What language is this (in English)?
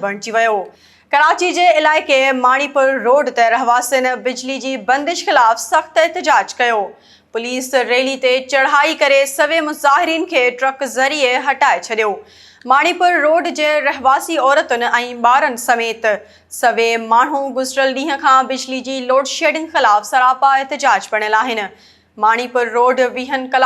Sindhi